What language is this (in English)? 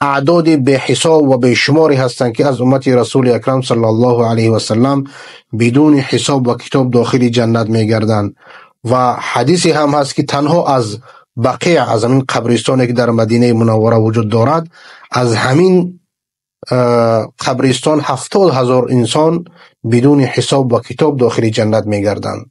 Persian